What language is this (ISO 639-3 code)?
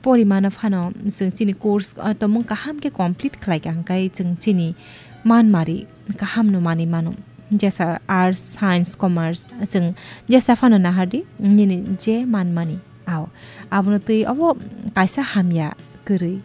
trp